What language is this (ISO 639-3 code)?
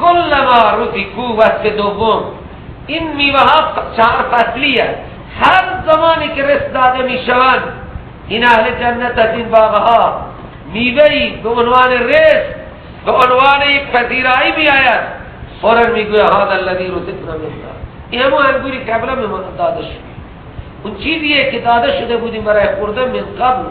fas